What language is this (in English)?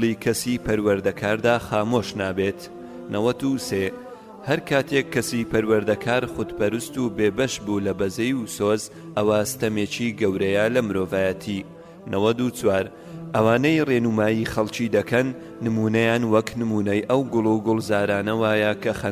Central Kurdish